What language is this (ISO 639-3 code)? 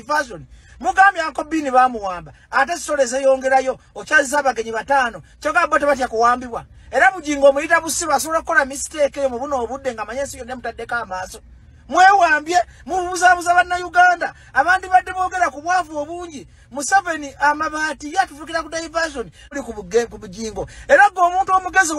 lug